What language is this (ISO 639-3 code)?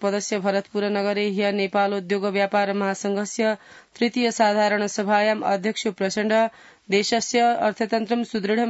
san